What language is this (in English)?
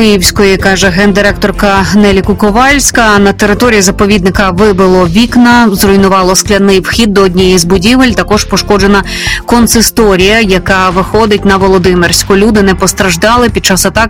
Ukrainian